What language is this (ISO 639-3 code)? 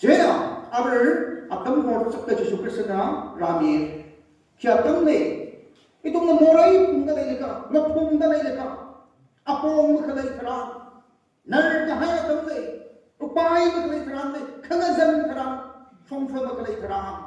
nmf